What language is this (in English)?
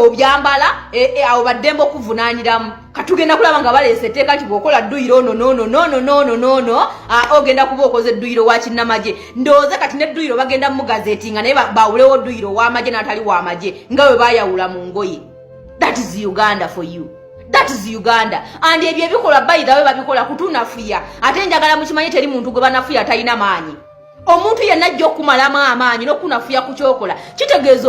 Ganda